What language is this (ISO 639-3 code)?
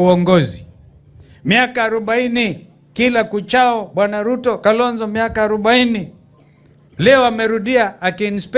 guz